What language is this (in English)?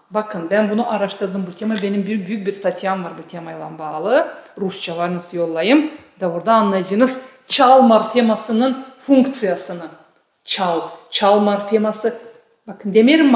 Gagauz